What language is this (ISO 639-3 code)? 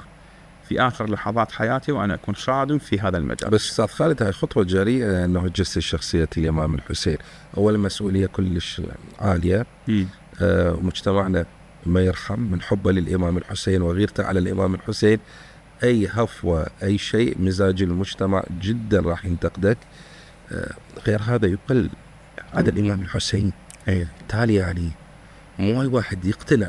acm